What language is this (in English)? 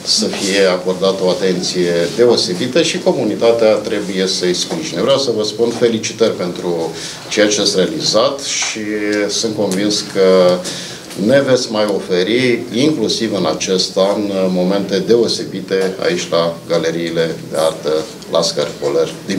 Romanian